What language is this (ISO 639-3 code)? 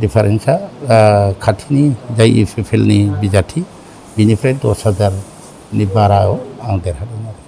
brx